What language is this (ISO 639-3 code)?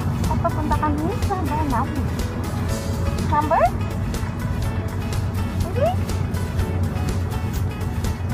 fil